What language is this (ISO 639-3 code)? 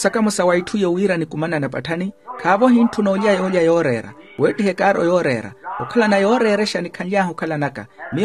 vmw